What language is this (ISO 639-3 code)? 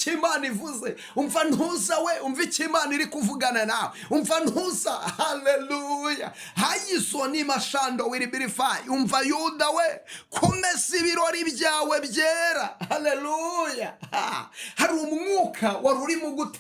kin